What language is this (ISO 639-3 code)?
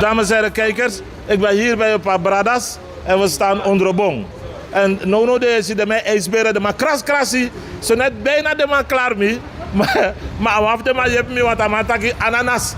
srn